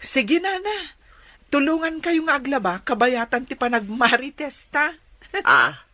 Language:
Iloko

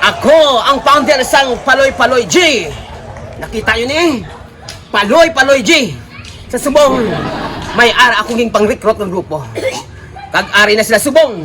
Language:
Hiligaynon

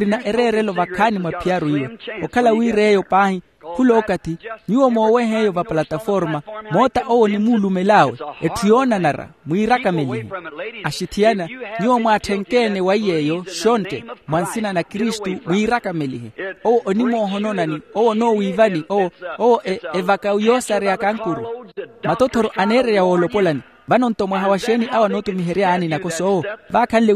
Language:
Makhuwa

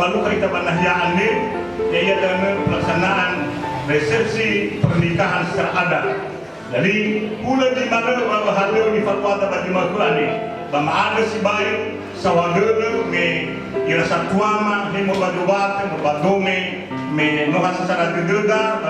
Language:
Nias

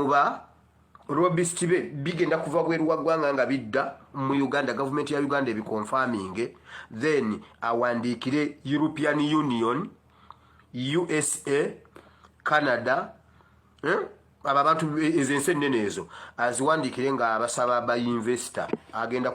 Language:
Ganda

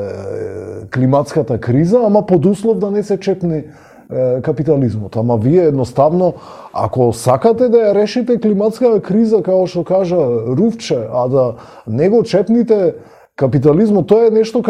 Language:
Macedonian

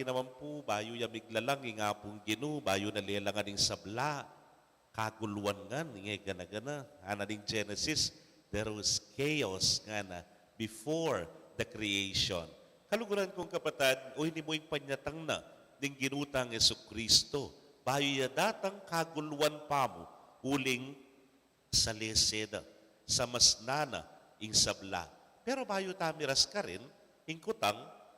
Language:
Pampanga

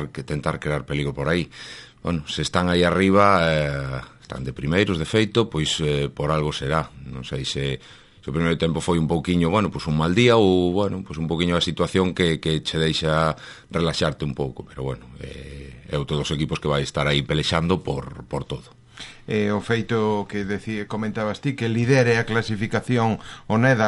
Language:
Galician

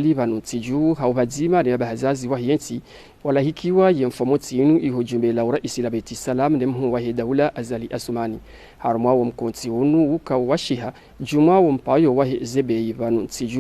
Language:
Ngazidja Comorian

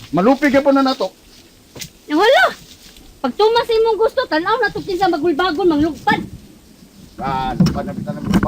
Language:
Cebuano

